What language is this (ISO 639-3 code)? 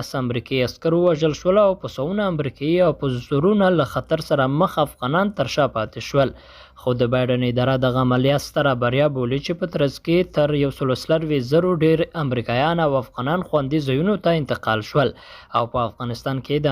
pus